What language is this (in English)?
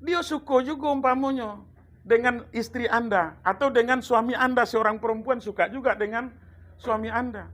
Minangkabau